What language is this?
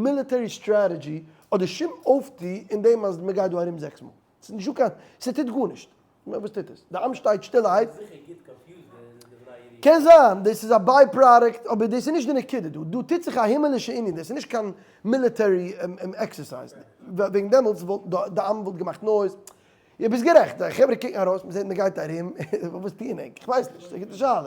Yiddish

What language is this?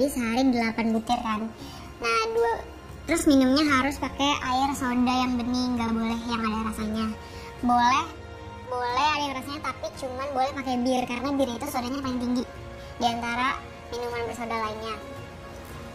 Indonesian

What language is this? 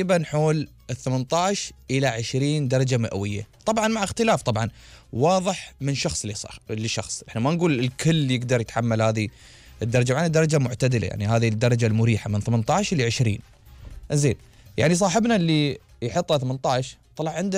Gulf Arabic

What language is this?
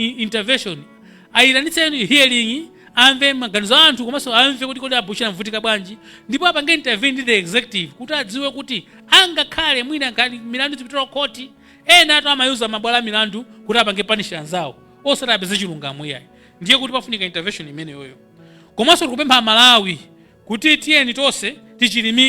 Nyanja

